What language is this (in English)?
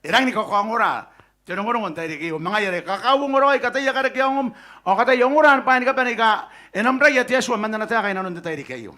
Gilbertese